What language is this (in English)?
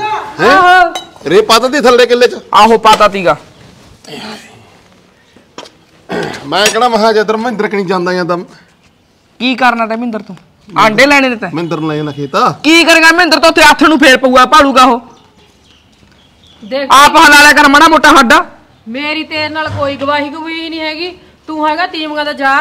Punjabi